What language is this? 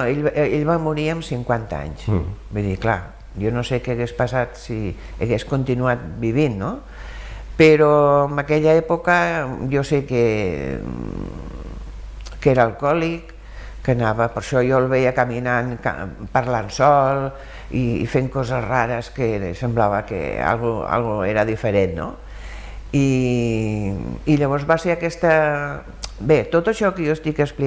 Catalan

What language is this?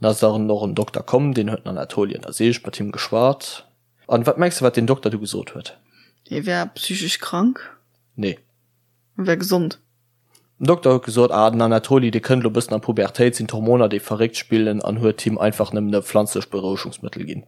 Luxembourgish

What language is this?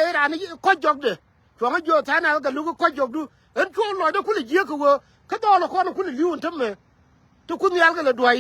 Nuer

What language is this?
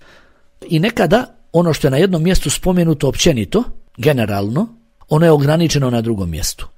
Bosnian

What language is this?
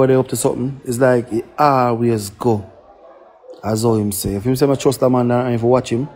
Jamaican Creole English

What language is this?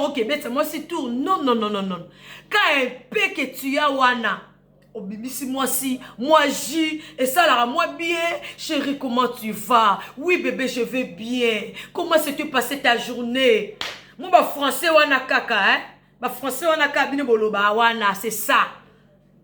Lingala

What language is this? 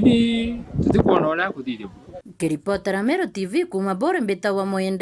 Meru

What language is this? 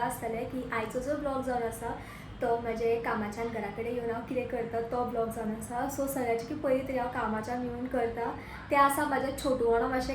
Konkani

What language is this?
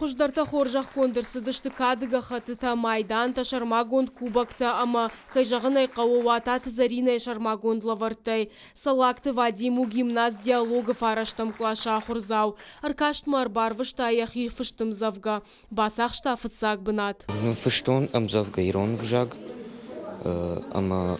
Ossetic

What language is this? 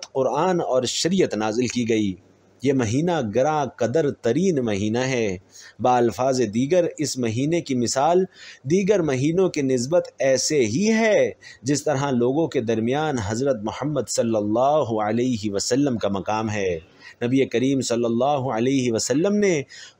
Urdu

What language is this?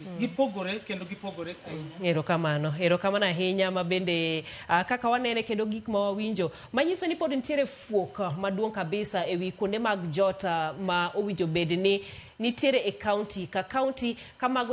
Luo (Kenya and Tanzania)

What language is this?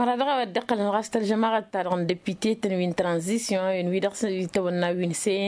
Tamasheq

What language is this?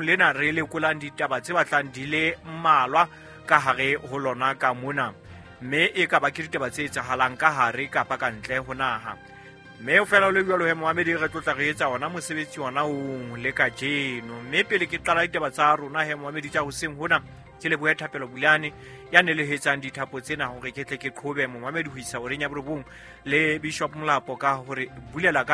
Southern Sotho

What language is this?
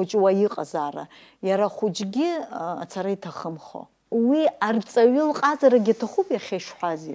Abkhazian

